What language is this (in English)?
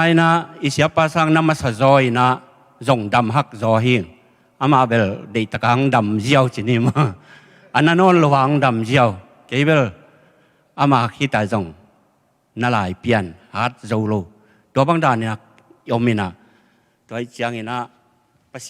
Tedim Chin